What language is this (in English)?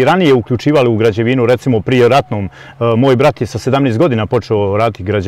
Bosnian